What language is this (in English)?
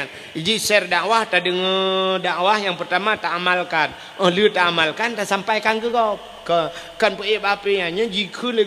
Achinese